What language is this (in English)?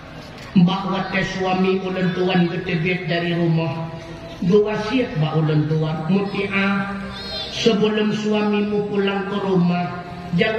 Achinese